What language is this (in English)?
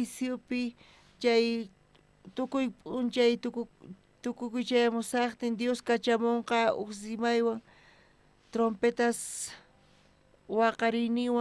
South Bolivian Quechua